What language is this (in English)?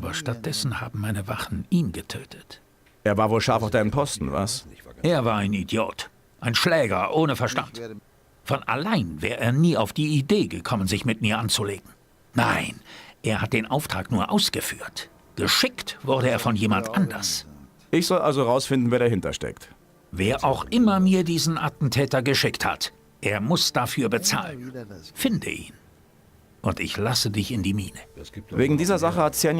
Bavarian